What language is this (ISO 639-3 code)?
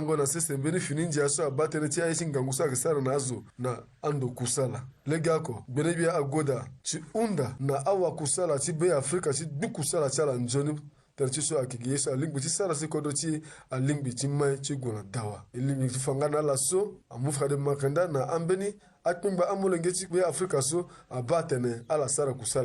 sag